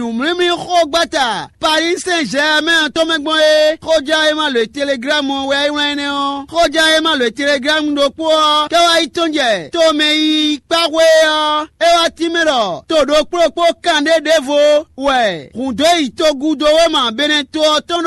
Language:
Fon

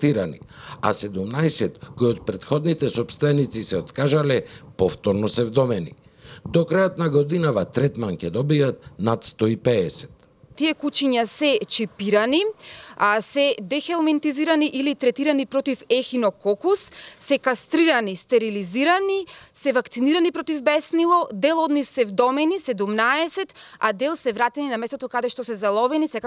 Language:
Macedonian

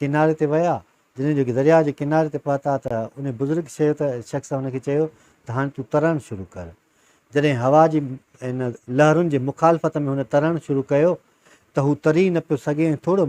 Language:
Sindhi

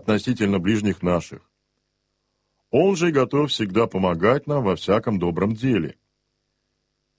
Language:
Russian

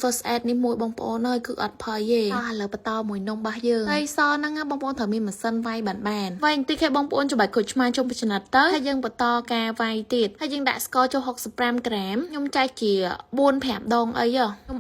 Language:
Khmer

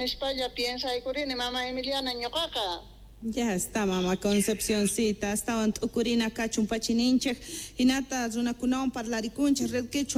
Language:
South Bolivian Quechua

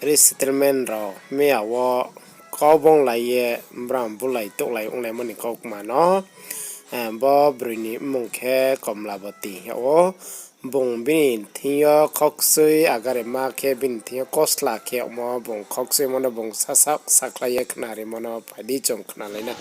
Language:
Riang (India)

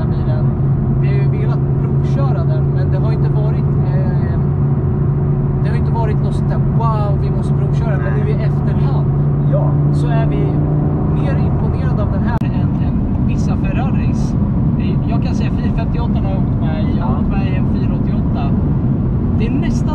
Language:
Swedish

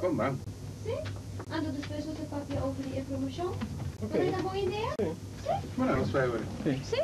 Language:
Papiamento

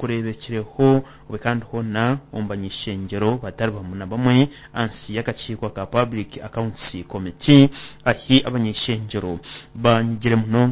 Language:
Nyankole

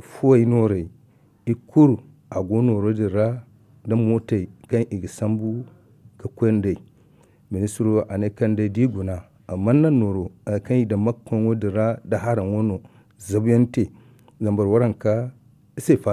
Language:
Zarma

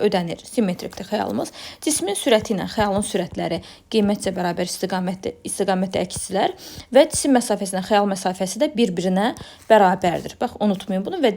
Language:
Azerbaijani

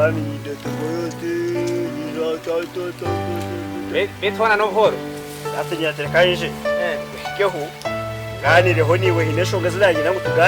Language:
Nyankole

